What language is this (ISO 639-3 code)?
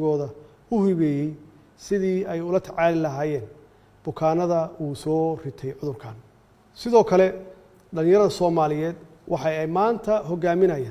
som